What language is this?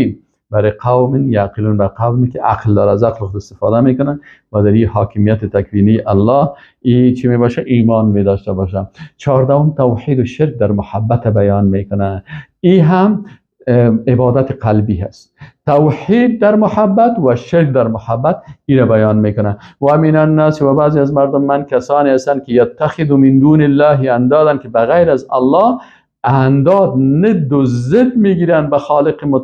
Persian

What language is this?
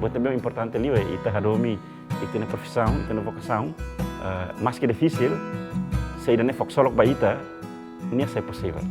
Tetum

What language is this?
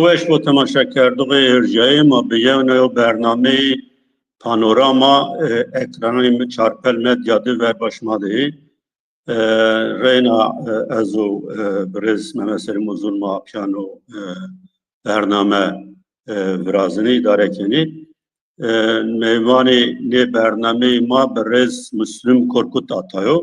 Zaza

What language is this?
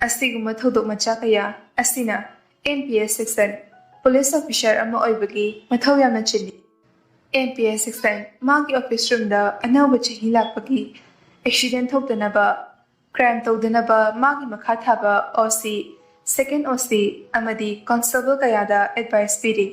Manipuri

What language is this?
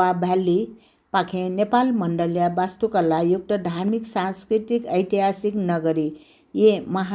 Newari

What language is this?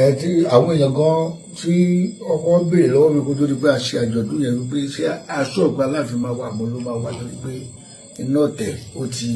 Yoruba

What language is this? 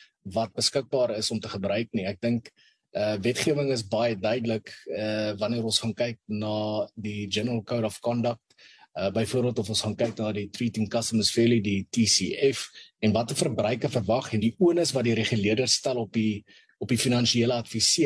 Afrikaans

